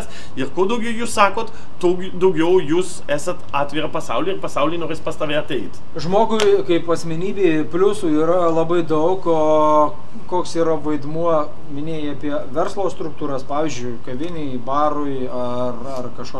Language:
Lithuanian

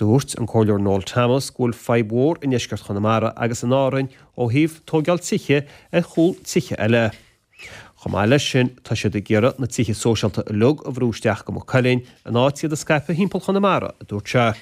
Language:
Irish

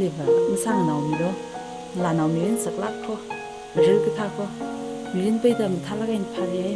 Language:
Tangkhul Naga (India)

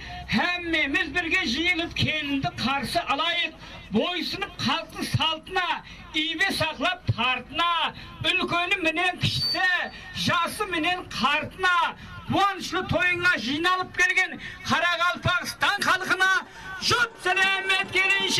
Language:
Kara-Kalpak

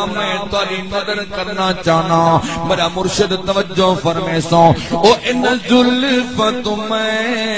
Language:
Saraiki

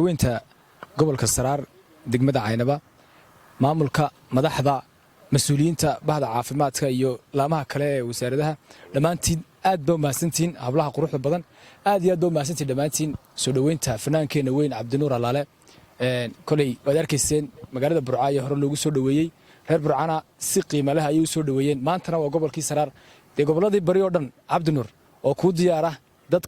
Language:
Somali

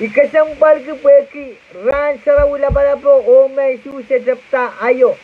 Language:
Pohnpeian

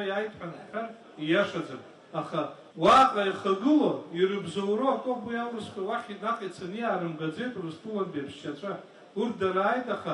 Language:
Abkhazian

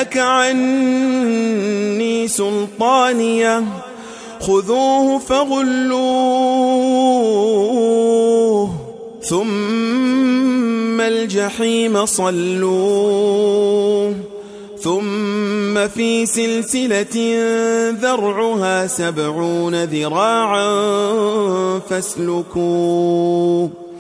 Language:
Arabic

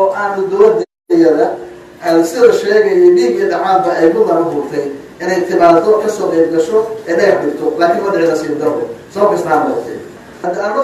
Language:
Somali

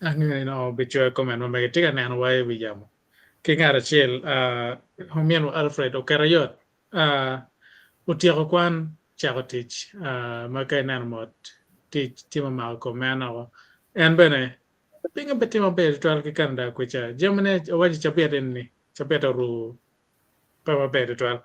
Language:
Acoli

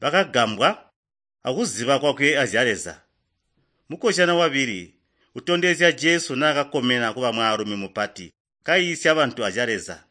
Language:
Tonga (Zambia)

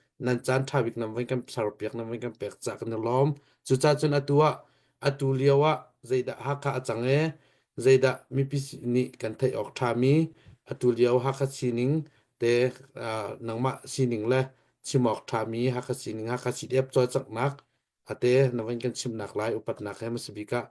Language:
Hakha Chin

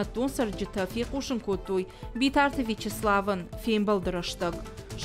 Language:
Ossetic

